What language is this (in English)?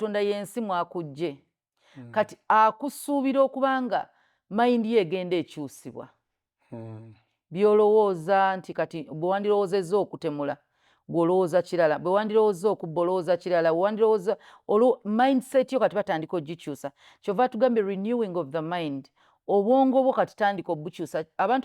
Ganda